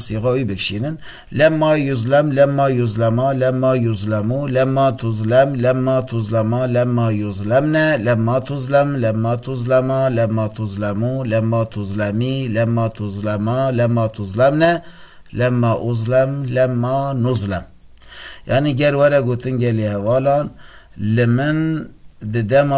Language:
Kurdish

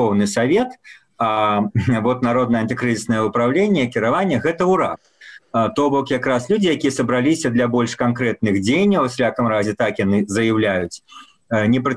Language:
Belarusian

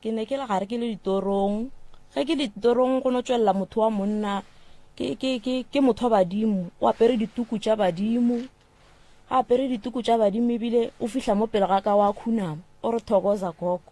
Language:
Northern Sotho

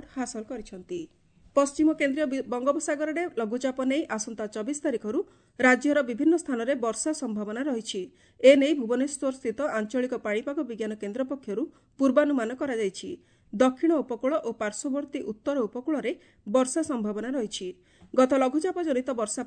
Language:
Odia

